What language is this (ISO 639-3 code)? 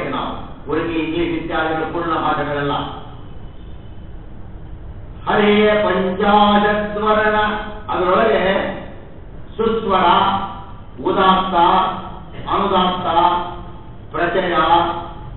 kan